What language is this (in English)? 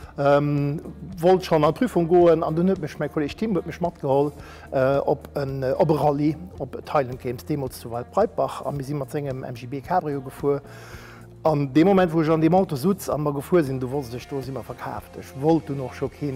Luxembourgish